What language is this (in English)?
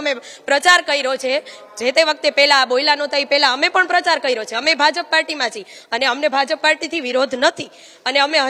Gujarati